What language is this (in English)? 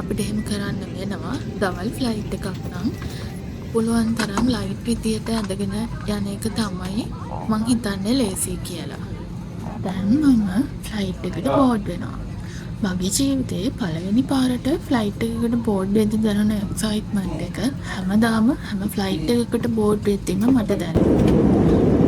Sinhala